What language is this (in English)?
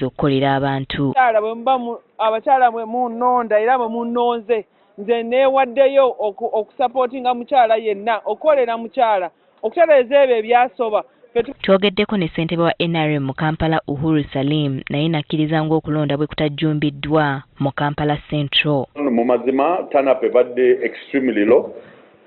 Ganda